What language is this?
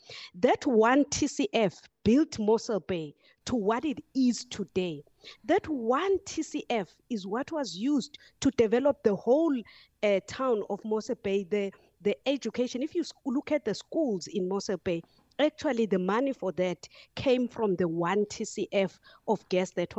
English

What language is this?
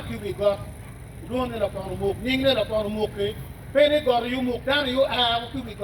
Acoli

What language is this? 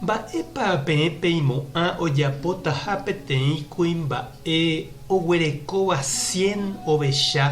Guarani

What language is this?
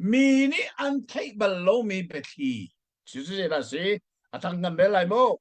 Hakha Chin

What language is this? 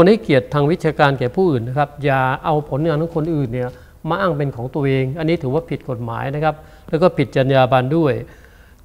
Thai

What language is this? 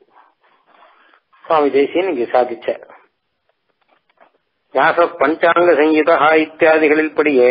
Tamil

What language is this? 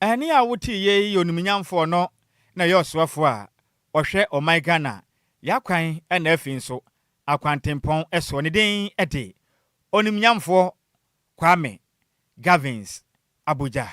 Akan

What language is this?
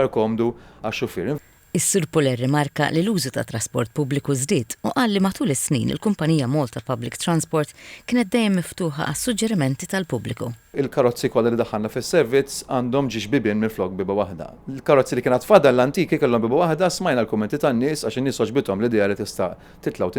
Maltese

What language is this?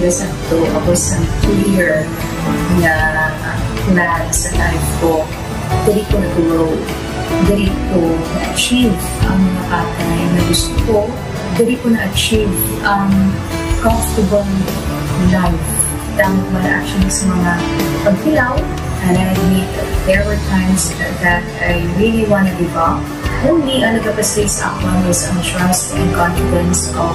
Hiligaynon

